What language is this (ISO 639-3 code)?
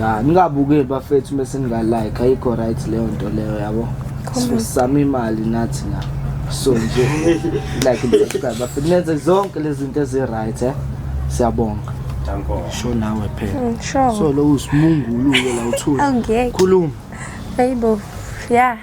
zul